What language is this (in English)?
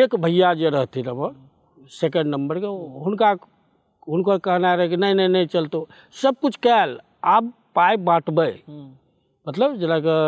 Maithili